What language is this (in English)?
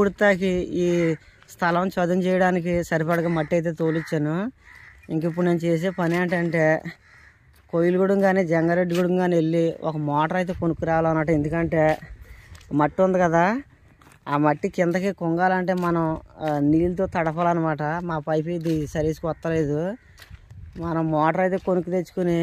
Telugu